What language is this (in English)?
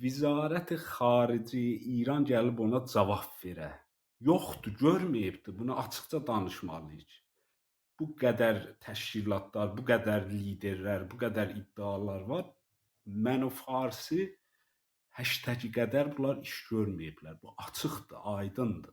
South Azerbaijani